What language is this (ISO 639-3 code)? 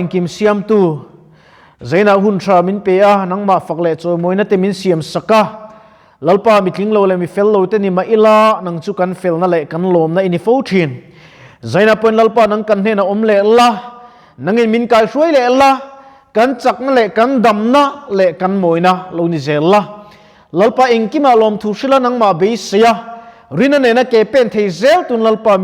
lus